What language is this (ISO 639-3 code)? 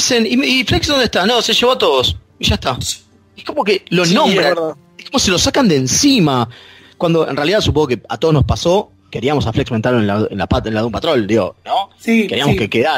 spa